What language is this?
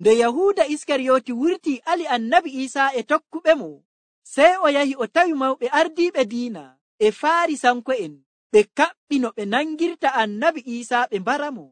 Nigerian Fulfulde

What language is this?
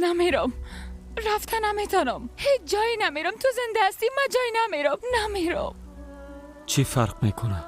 Persian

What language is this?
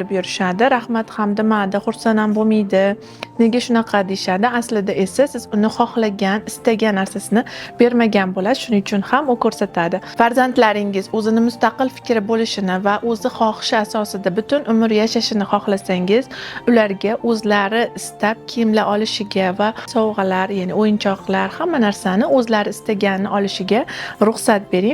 Uzbek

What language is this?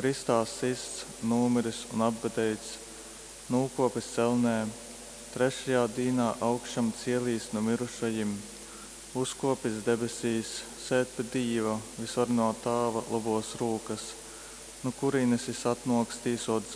Latgalian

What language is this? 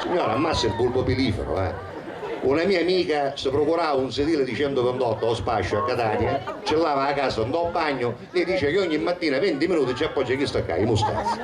Sicilian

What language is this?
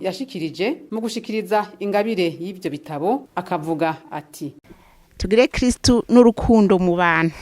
Rundi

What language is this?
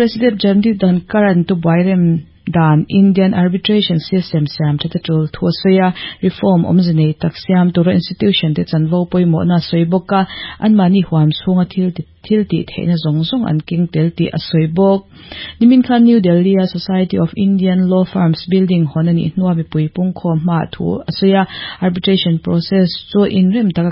Mizo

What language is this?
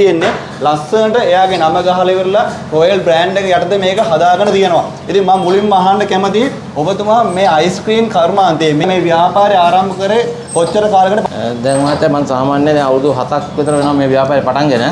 Sinhala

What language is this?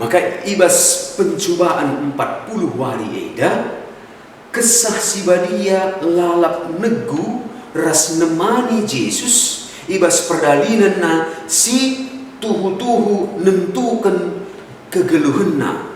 Batak Karo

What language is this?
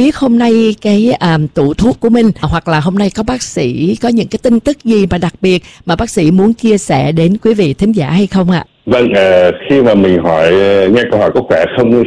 Vietnamese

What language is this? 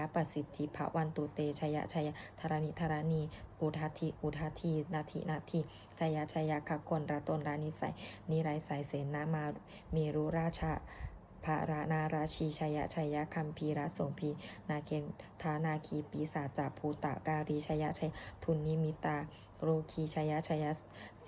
Pali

